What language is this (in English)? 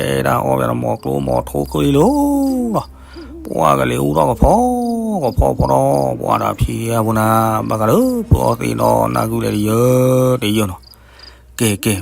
S'gaw Karen